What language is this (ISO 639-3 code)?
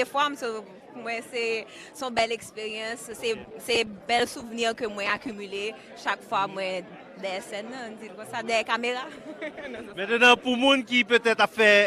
hat